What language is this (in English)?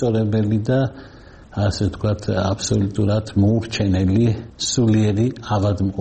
Georgian